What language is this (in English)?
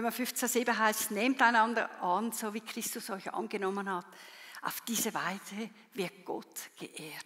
Swiss German